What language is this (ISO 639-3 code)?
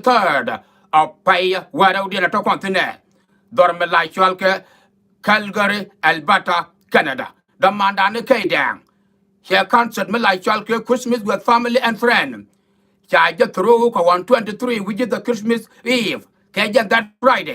nus